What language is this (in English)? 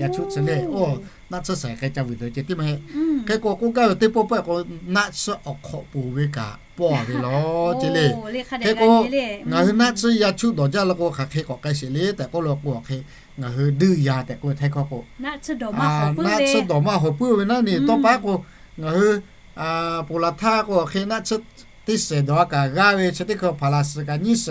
Lahu